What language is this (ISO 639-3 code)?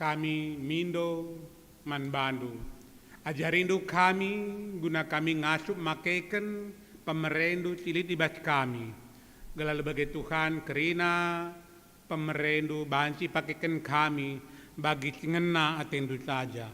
btx